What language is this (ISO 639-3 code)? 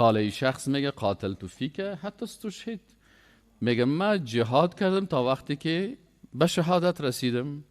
fas